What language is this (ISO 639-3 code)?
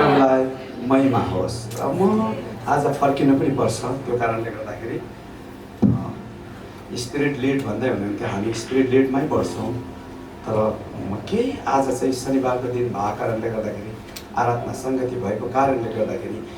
nep